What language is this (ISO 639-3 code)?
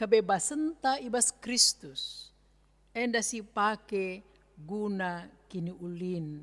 btx